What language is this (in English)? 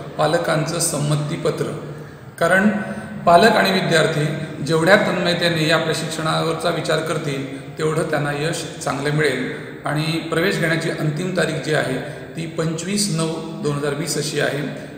Marathi